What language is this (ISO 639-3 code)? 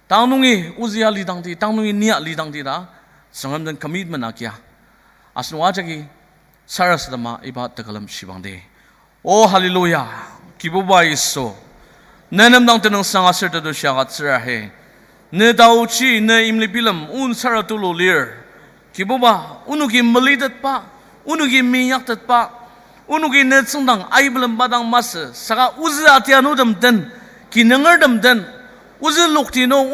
njo